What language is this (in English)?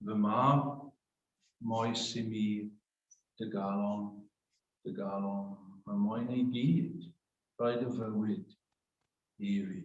Welsh